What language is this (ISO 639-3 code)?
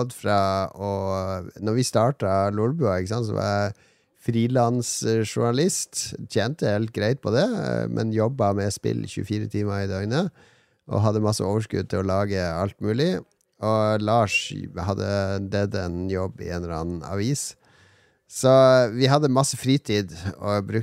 nor